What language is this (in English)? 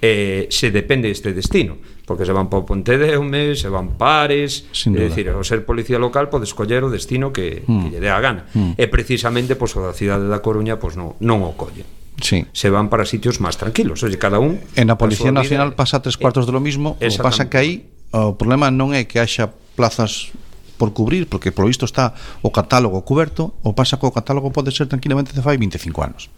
Galician